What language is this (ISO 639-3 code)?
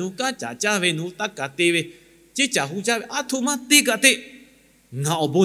lhu